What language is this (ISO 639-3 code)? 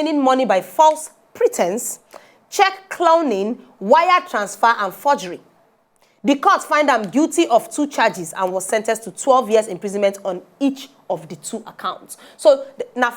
pcm